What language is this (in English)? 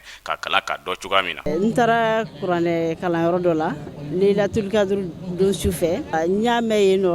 Bambara